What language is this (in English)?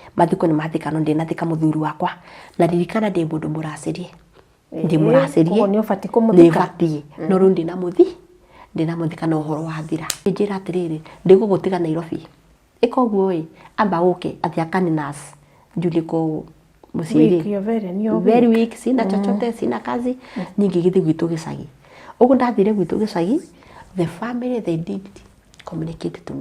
Kikuyu